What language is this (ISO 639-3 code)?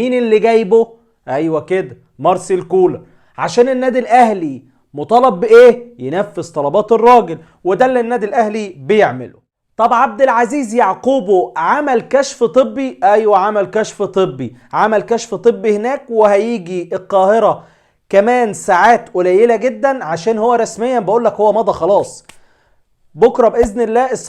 arz